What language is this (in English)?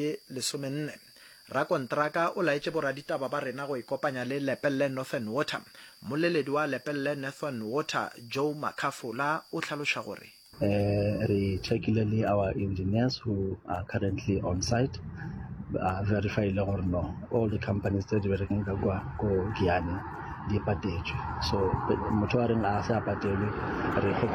Northern Sotho